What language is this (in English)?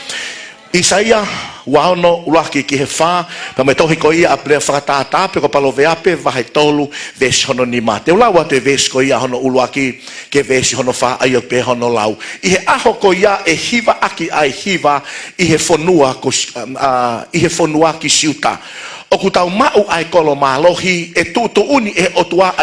Tongan